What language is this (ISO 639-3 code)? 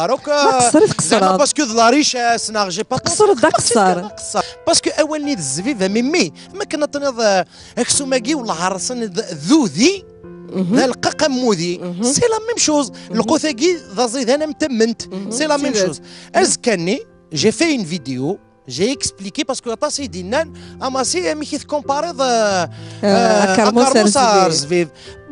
kab